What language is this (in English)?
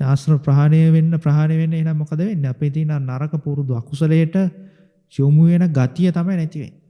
Sinhala